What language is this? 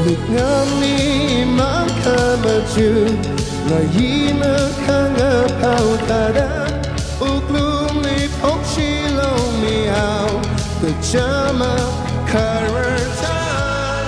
Tangkhul Naga (India)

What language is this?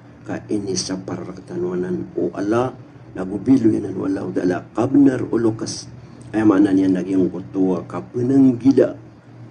Maranao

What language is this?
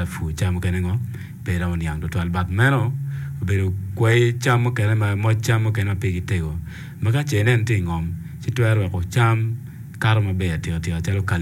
Acoli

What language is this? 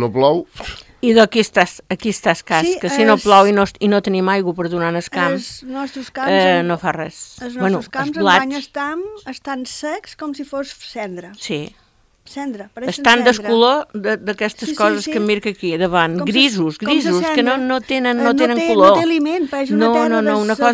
Catalan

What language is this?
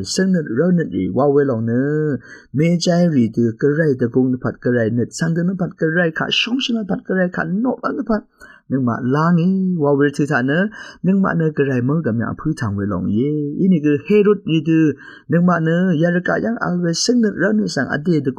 Rawang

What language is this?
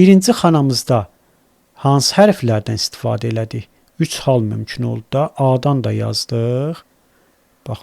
Azerbaijani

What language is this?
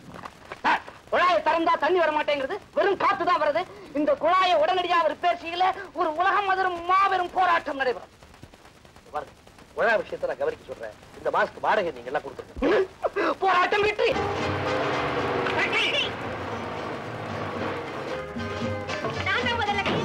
Tamil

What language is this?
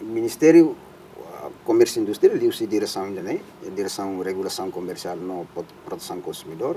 Tetum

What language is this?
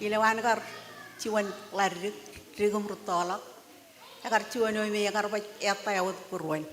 Marshallese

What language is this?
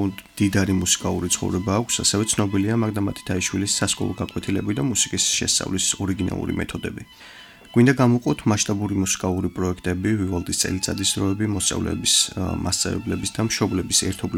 Georgian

